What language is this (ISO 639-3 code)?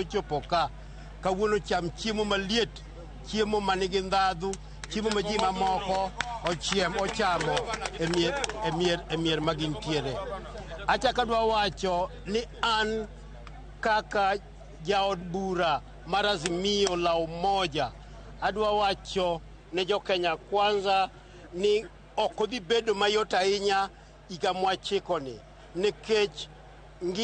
luo